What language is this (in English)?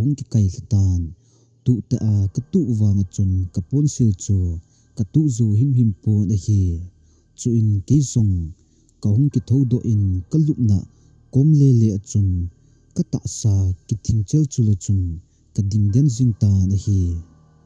Thado Chin